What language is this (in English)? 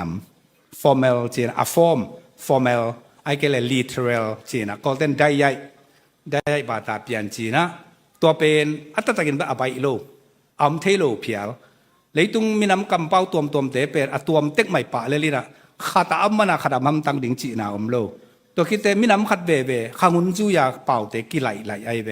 Tedim Chin